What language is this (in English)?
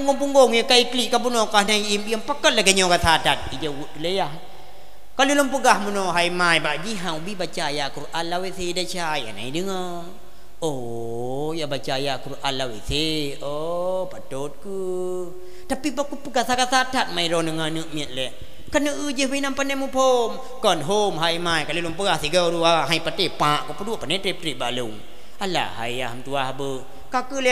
Achinese